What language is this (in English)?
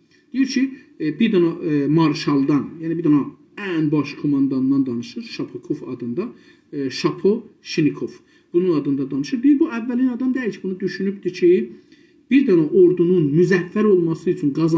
South Azerbaijani